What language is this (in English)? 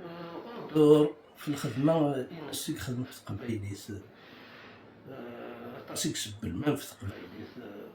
Kabyle